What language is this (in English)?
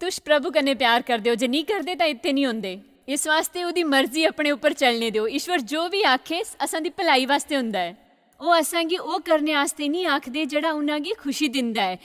Dogri